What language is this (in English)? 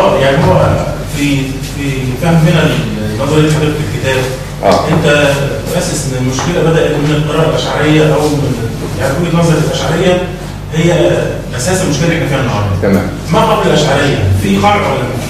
Egyptian Arabic